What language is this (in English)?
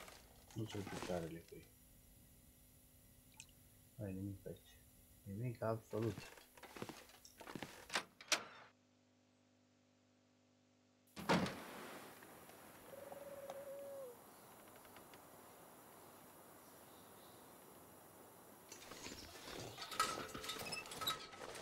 Romanian